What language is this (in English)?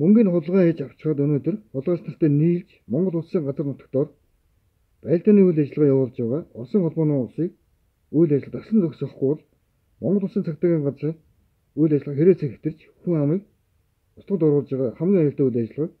Mongolian